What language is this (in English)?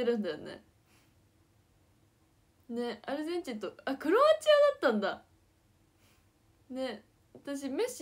Japanese